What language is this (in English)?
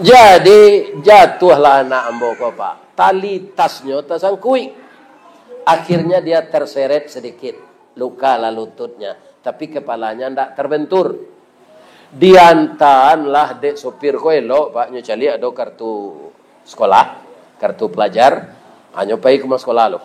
Minangkabau